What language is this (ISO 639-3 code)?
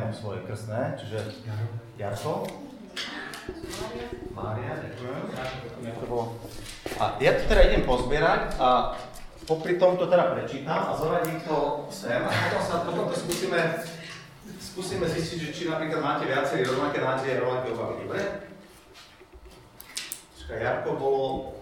slk